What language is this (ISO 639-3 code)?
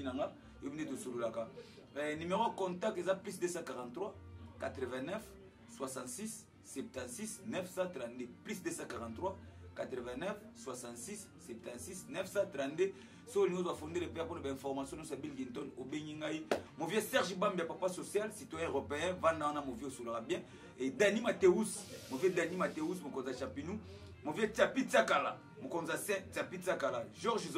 lin